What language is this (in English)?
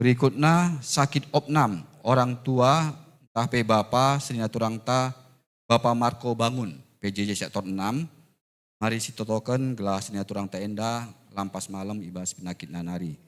Batak Karo